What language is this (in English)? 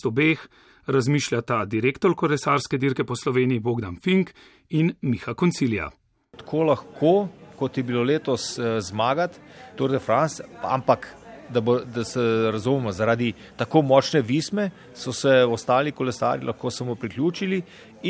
Slovenian